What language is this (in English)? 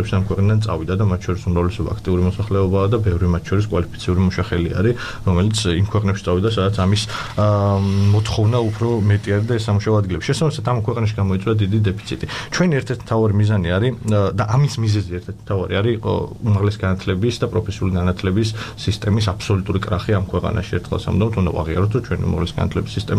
Georgian